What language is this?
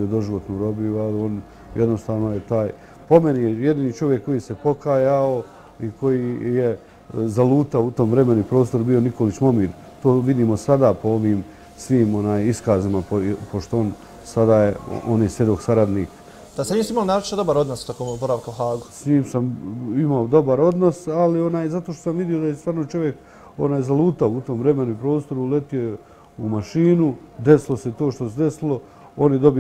Bosnian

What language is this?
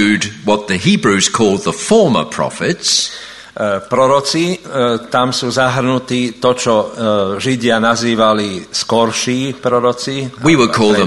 Slovak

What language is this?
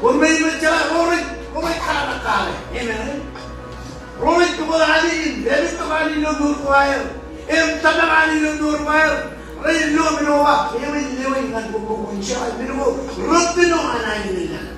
Marshallese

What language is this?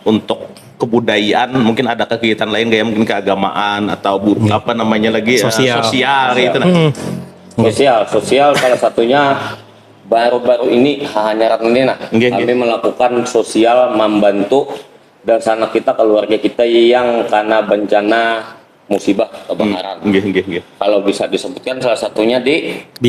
Banjar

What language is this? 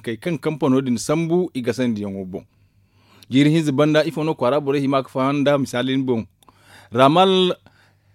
Zarma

